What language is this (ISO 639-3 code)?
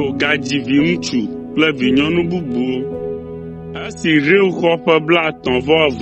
ewe